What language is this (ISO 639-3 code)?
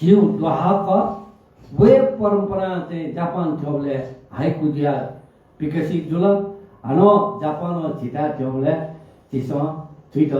new